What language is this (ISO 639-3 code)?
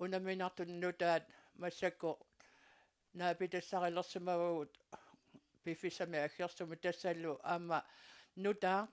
kal